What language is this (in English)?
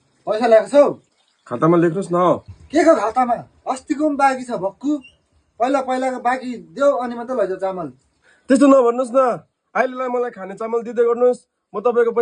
Nepali